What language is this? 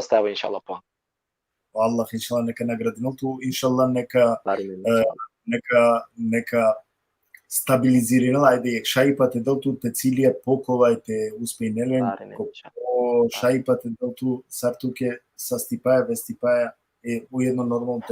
Balkan Romani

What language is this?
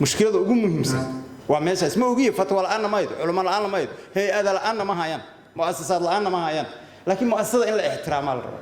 Somali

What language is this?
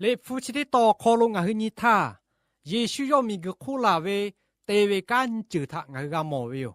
Lahu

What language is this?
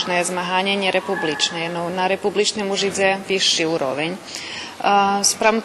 Rusyn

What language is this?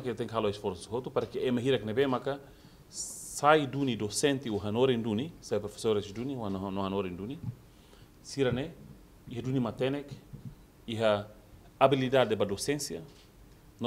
Tetum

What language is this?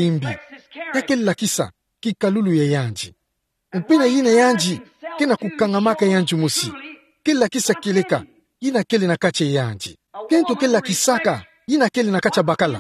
Kituba (Democratic Republic of Congo)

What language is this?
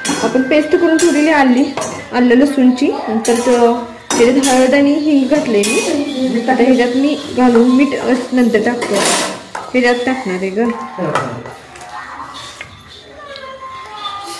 Marathi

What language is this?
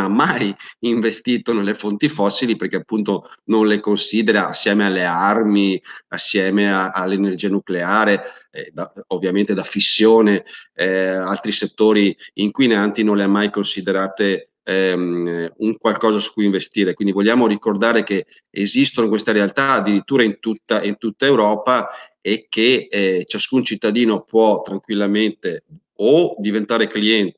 Italian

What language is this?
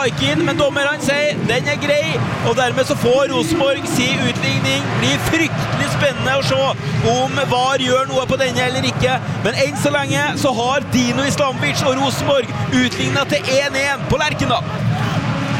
Norwegian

